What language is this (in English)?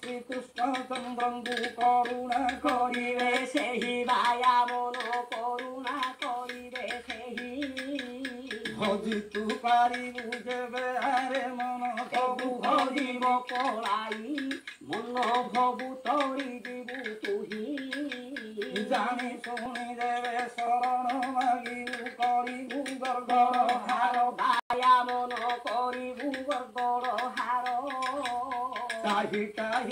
Odia